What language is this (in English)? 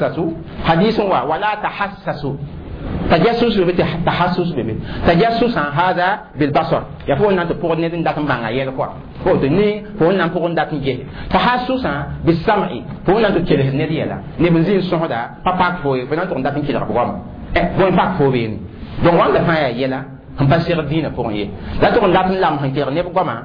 Mossi